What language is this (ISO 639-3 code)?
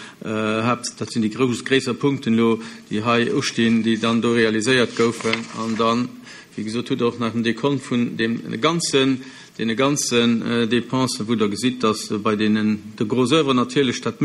ltz